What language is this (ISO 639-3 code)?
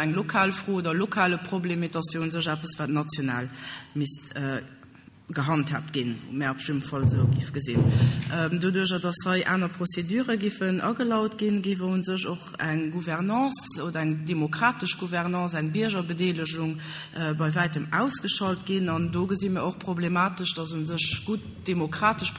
ltz